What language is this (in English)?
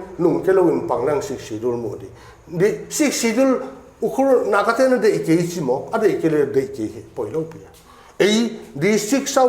Paite Chin